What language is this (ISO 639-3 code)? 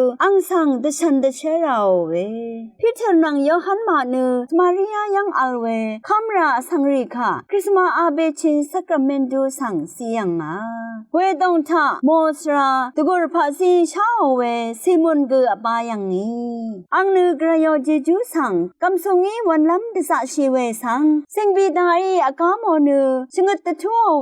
raw